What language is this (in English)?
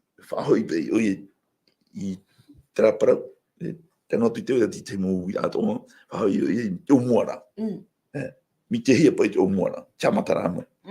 Tahitian